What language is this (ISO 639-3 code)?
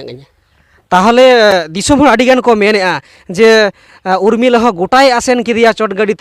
sat